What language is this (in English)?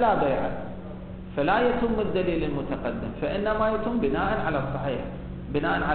Arabic